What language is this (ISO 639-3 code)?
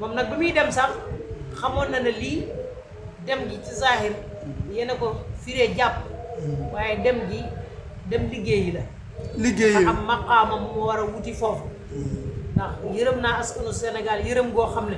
wol